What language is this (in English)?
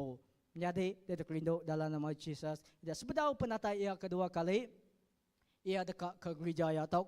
Iban